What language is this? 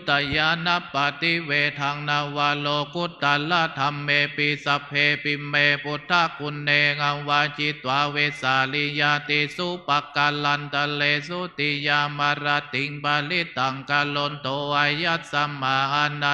Pali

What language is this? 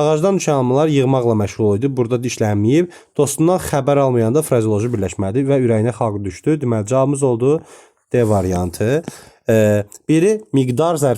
Azerbaijani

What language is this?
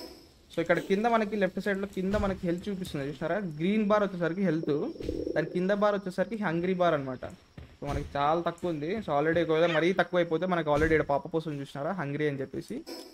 Telugu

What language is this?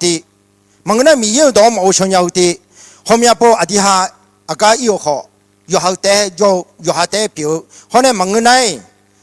Akha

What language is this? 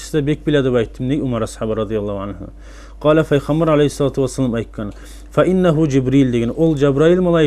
Kumyk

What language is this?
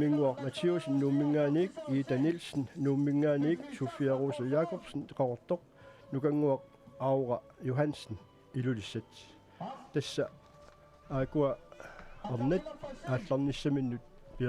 Kalaallisut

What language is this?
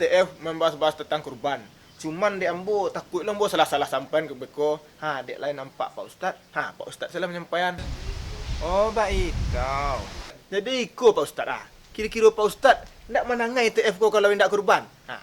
Minangkabau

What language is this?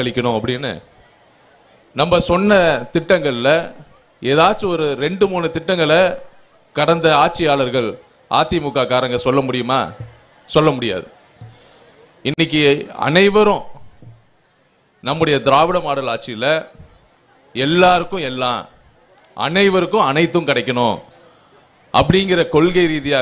Tamil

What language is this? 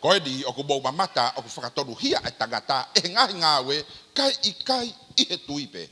Tongan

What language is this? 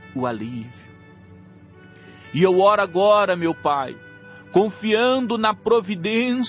Portuguese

